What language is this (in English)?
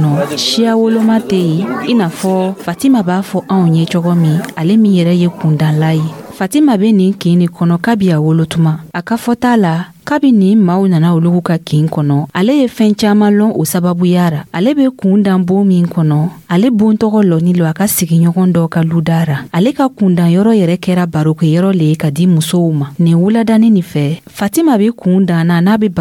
Dyula